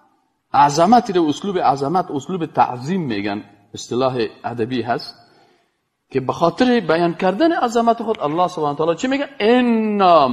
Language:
Persian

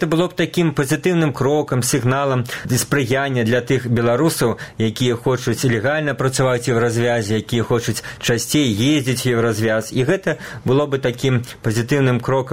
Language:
Belarusian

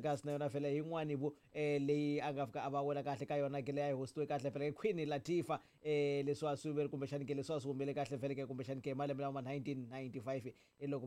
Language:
Tsonga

